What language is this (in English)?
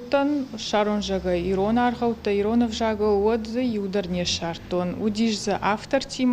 Ossetic